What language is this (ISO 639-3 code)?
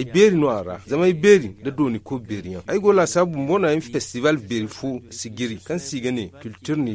dje